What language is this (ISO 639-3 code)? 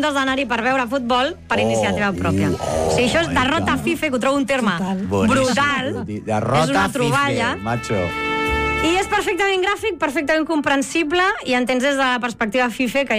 cat